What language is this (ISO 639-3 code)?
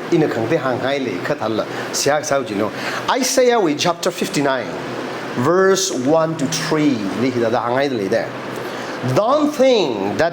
nmf